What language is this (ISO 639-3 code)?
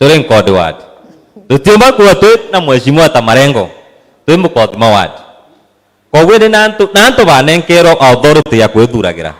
mer